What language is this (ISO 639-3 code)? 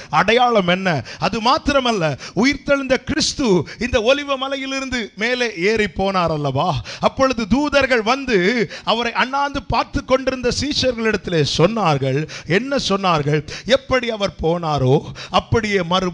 tam